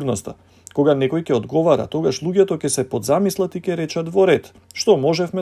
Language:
Macedonian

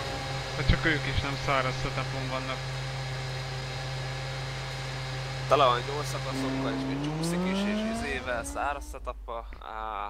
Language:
Hungarian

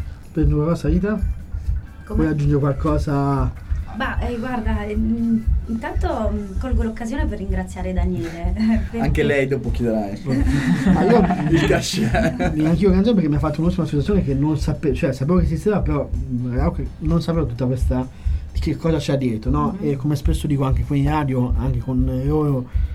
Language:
Italian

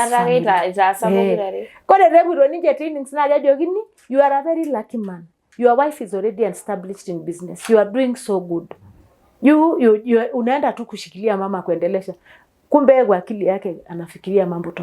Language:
Masai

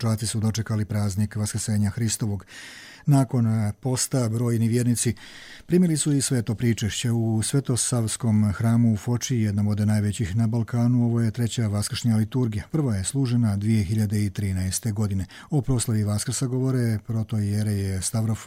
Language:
Serbian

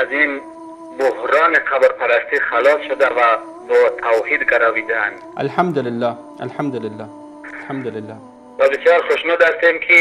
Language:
Tajik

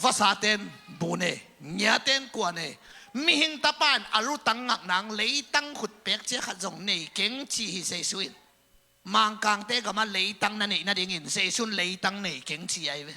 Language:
Tedim Chin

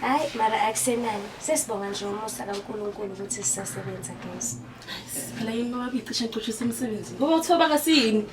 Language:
Zulu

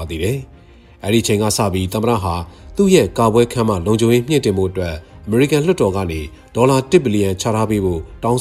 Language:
Burmese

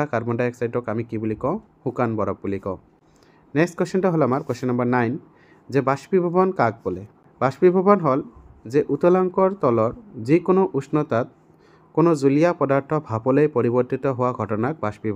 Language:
Assamese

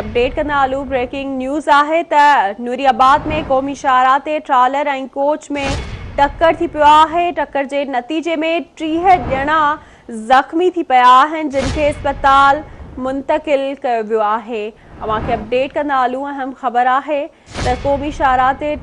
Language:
Sindhi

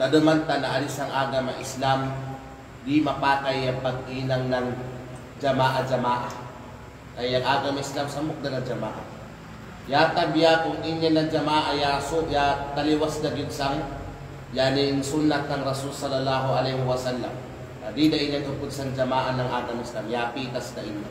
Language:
Kalagan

